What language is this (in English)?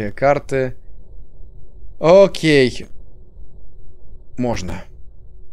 Russian